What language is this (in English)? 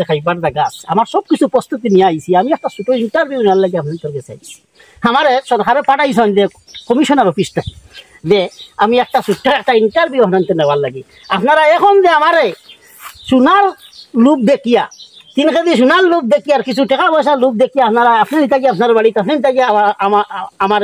Sylheti